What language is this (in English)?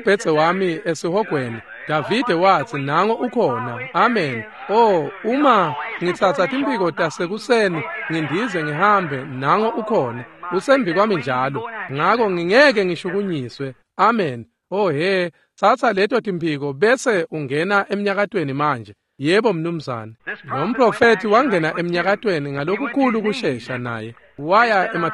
Swati